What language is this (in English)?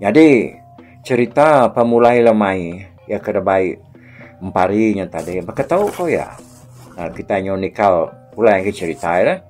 Iban